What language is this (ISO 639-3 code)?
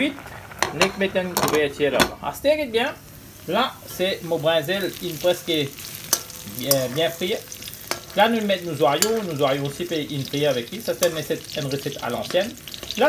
mfe